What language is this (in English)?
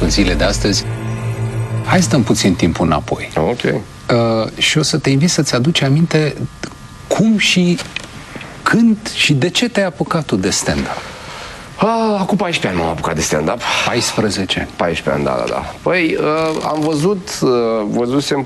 Romanian